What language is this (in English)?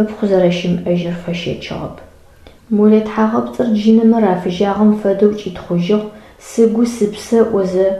Adyghe